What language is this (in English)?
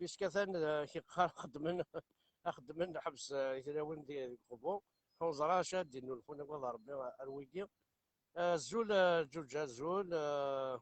Kabyle